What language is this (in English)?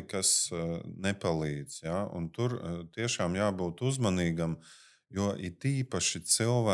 Latvian